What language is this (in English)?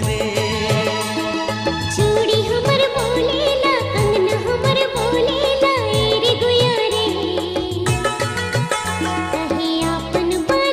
Sadri